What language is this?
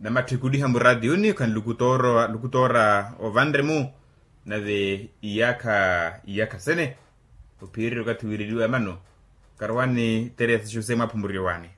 Makhuwa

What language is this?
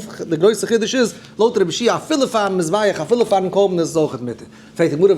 Yiddish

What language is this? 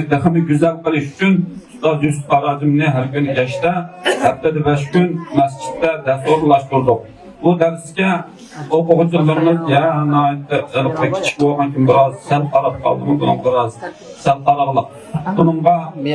Uyghur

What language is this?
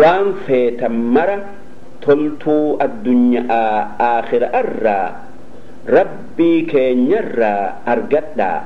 Oromo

